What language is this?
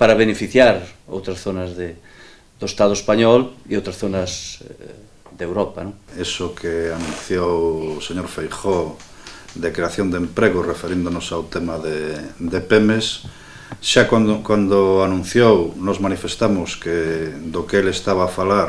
Galician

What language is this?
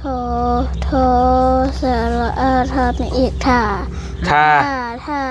Northeastern Thai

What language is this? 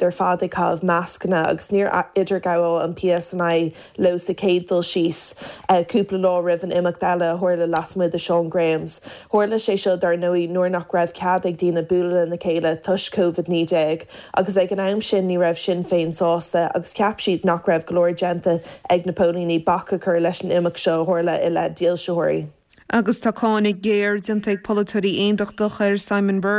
Irish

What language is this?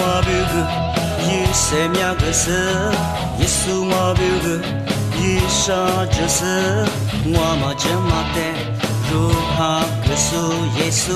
Lisu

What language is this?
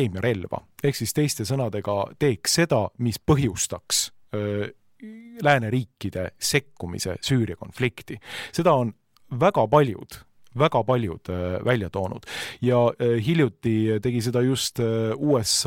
Estonian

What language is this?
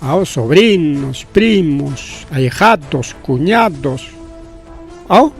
Ayacucho Quechua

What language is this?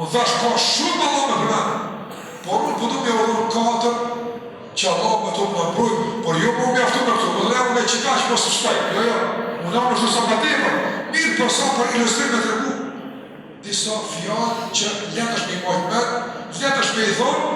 Albanian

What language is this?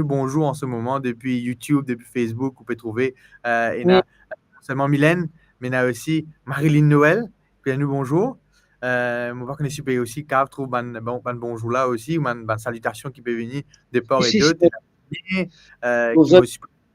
Morisyen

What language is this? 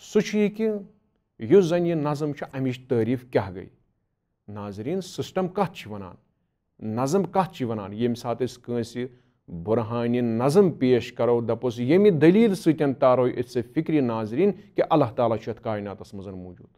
Kashmiri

